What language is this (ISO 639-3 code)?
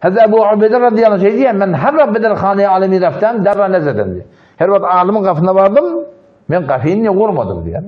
tuk